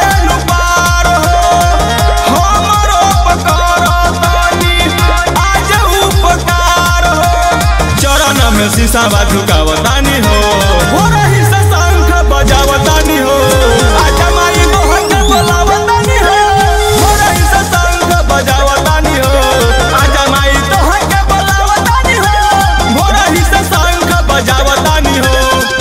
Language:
Bhojpuri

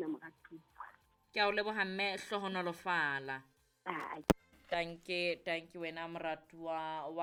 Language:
Southern Sotho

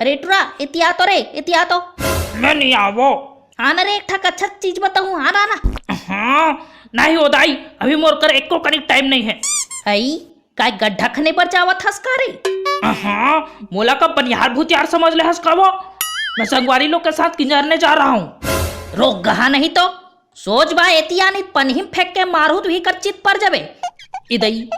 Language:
Chhattisgarhi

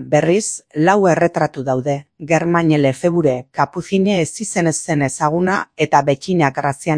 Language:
Basque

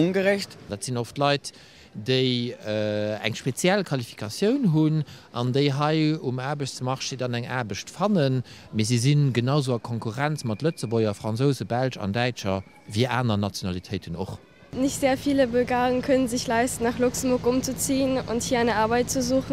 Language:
Luxembourgish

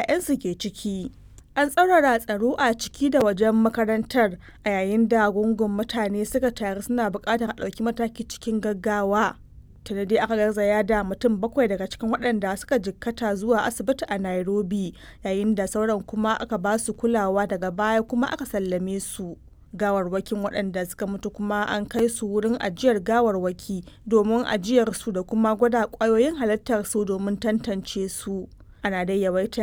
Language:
Hausa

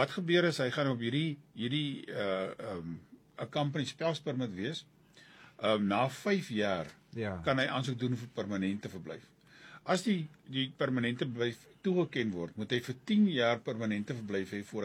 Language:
Afrikaans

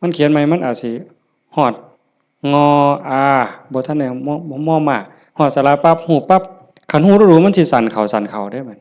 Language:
Northeastern Thai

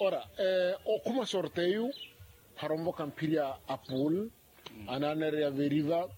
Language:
Makhuwa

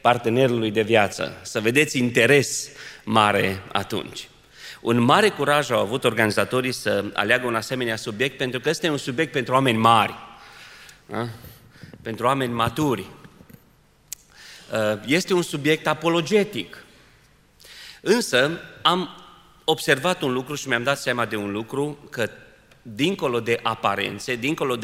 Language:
Romanian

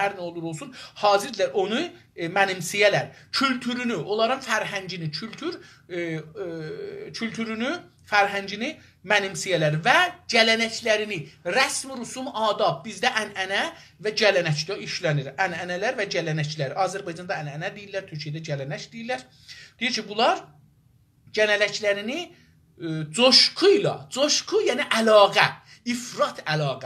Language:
South Azerbaijani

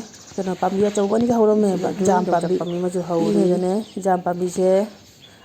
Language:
Manipuri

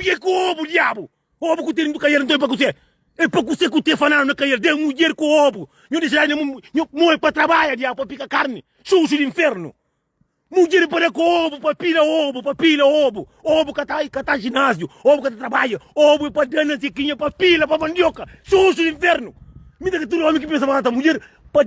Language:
Kabuverdianu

